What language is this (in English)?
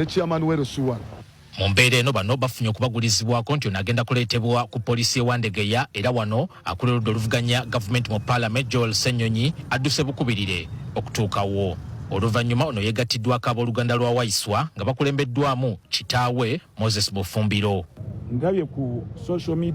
Ganda